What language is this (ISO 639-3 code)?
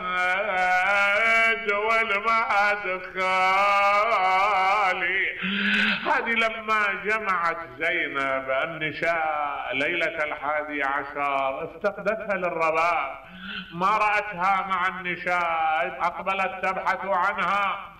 acm